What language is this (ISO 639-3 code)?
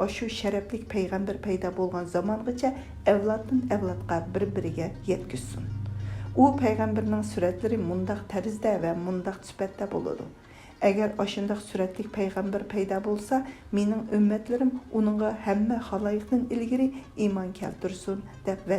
uig